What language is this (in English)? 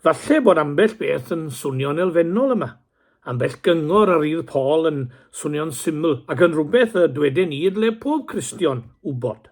Welsh